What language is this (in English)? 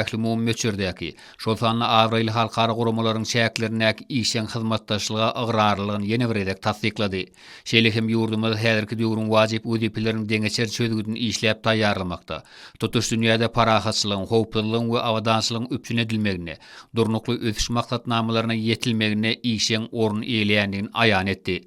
Turkmen